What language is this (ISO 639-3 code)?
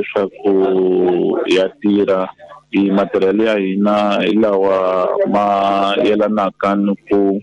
tso